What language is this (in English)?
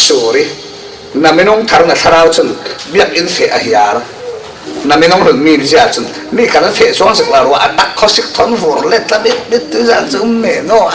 Falam Chin